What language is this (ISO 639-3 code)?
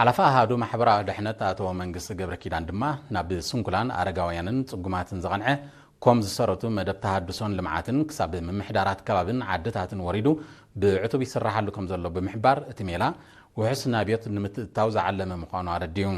tir